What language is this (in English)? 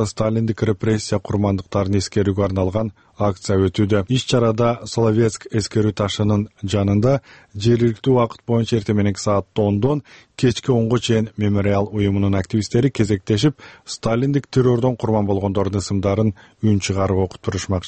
Kyrgyz